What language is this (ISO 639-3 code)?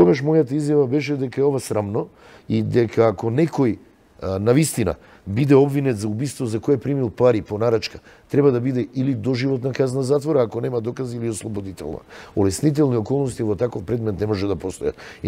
mkd